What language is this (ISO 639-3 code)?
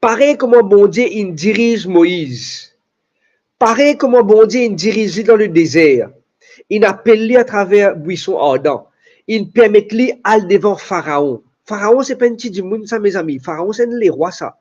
mfe